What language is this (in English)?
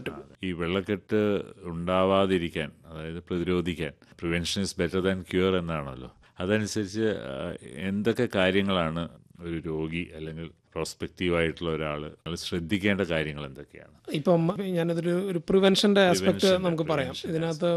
Malayalam